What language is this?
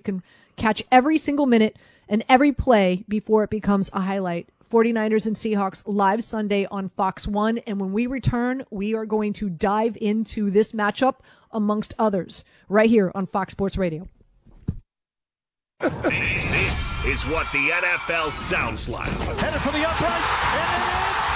English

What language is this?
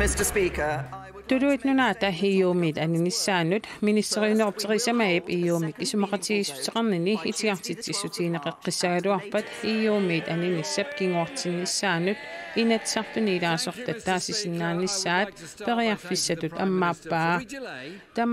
Kalaallisut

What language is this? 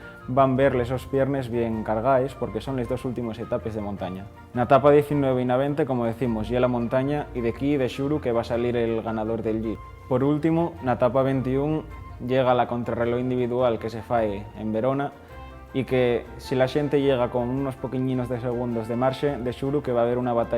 Asturian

